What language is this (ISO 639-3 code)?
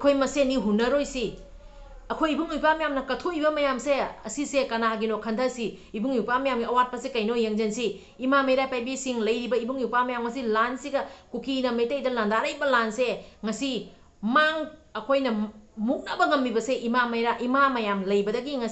mni